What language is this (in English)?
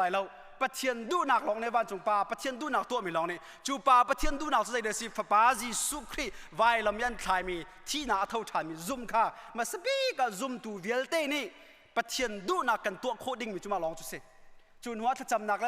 Hakha Chin